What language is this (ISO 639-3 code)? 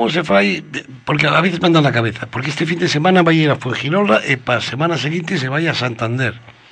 glg